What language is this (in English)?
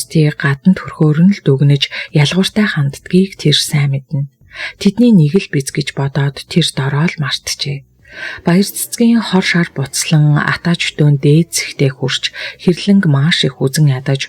Mongolian